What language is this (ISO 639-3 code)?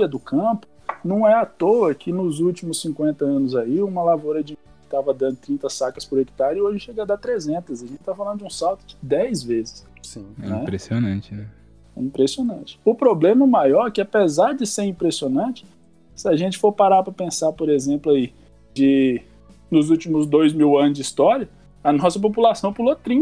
por